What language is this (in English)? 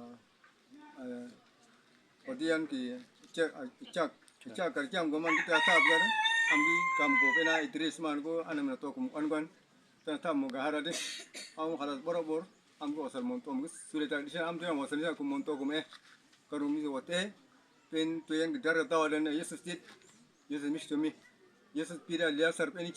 Uduk